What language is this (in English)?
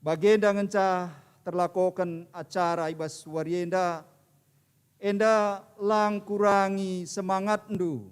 Batak Karo